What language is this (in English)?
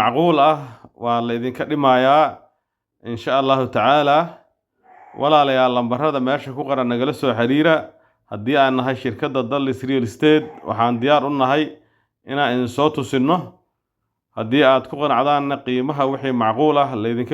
Somali